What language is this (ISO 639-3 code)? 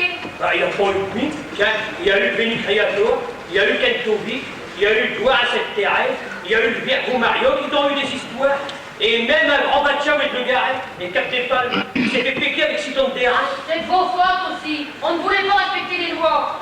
pcd